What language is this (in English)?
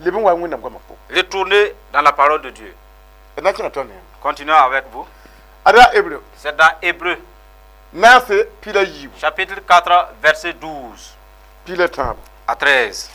Mossi